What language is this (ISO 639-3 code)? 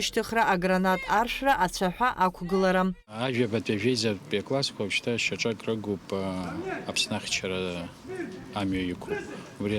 abk